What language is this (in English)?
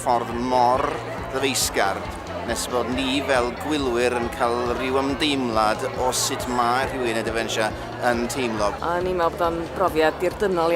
Welsh